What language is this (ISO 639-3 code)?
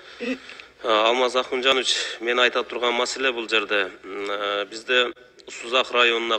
kir